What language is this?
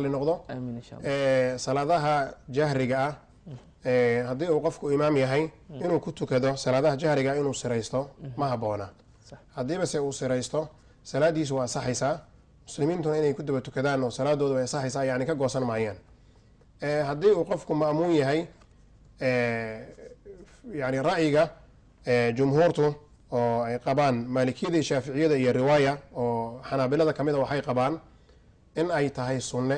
Somali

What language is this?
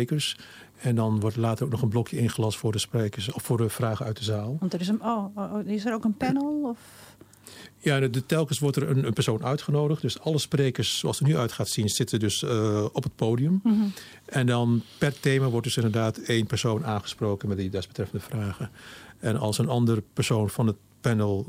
Dutch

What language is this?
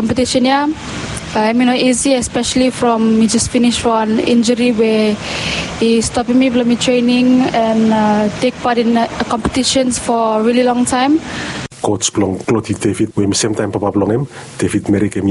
Bislama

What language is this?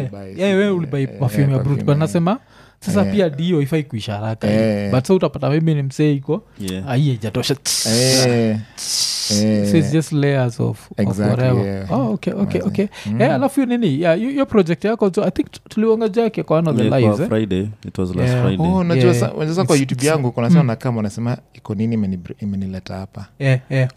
Swahili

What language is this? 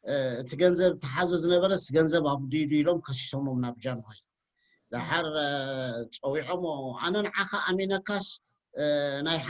Tigrinya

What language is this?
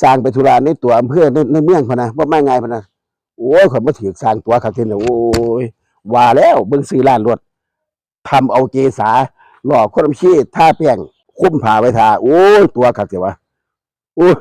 Northeastern Thai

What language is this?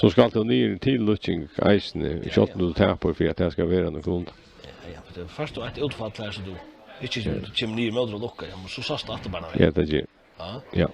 Faroese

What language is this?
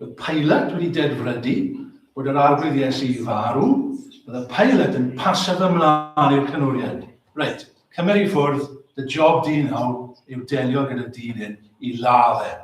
Welsh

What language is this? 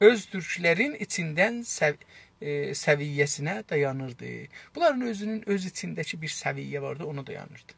South Azerbaijani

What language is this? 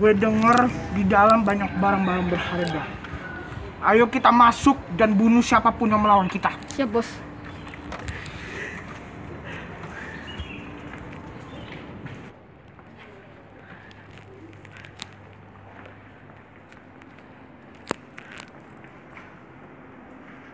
Indonesian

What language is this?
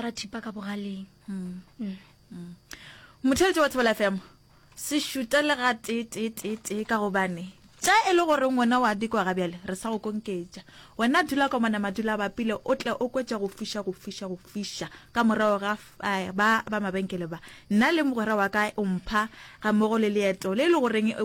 Northern Sotho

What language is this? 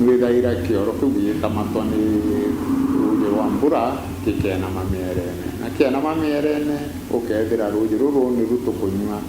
Meru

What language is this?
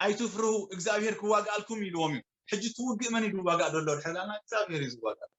Tigrinya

